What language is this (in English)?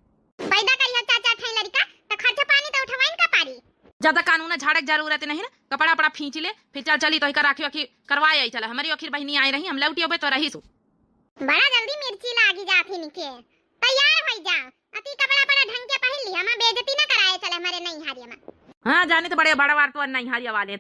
Awadhi